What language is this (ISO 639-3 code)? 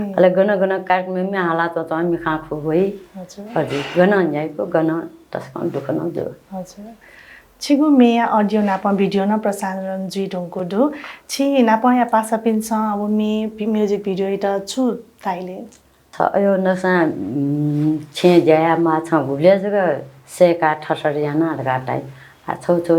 new